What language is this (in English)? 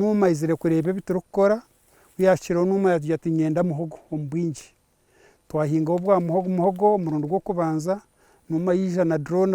Nyankole